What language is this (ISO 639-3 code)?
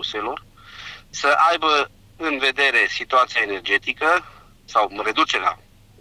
ron